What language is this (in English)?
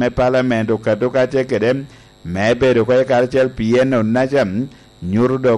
Lango (Uganda)